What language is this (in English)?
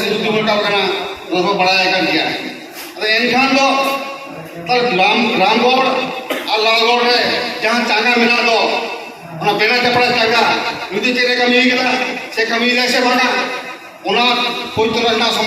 Santali